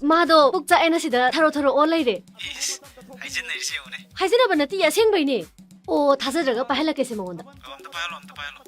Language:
Manipuri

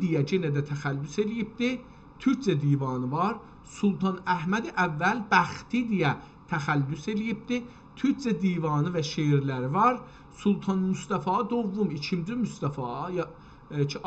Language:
South Azerbaijani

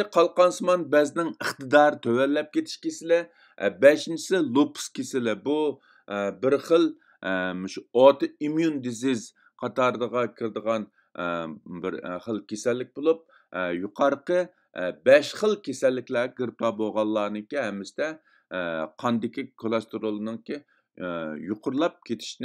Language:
Uyghur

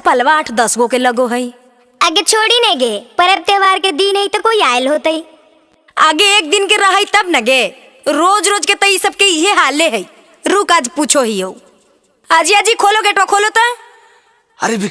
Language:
Magahi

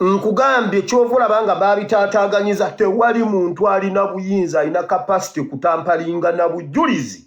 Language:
Ganda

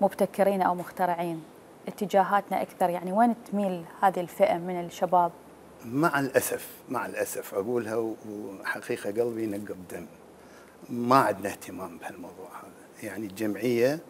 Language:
Mesopotamian Arabic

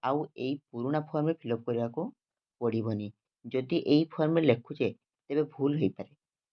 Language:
Odia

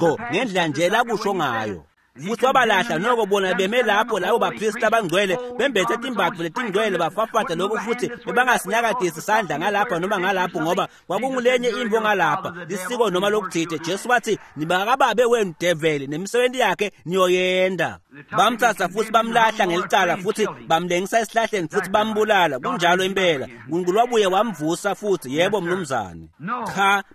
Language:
Swati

